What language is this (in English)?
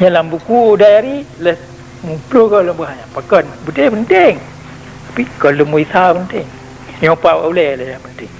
Achinese